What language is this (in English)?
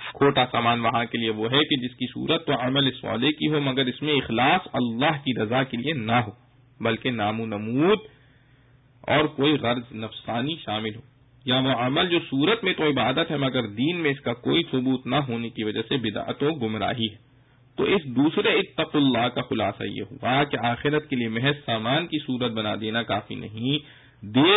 Urdu